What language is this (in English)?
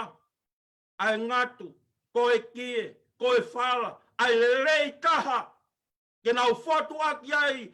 Tongan